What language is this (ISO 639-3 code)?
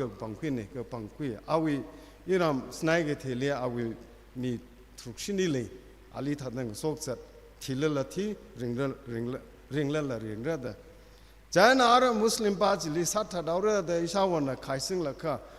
nmf